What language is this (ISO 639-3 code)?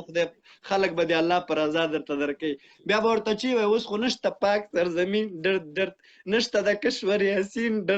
pus